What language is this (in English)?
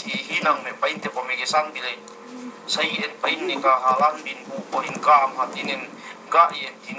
Yakan